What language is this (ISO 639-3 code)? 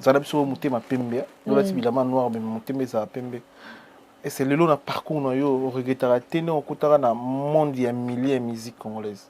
lin